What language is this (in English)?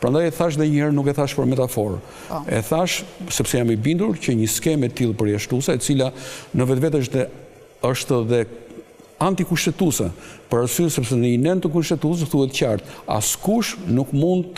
Albanian